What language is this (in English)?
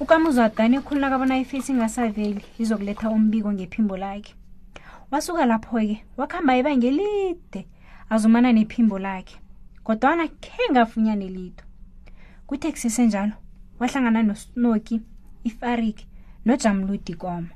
South Ndebele